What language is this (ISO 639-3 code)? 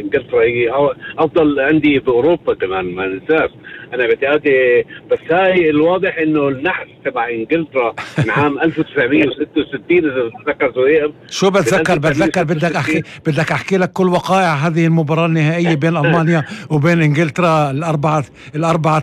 apc